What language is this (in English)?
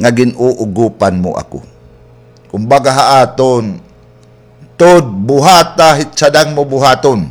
Waray